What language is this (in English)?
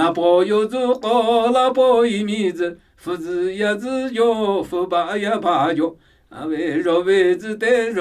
Namuyi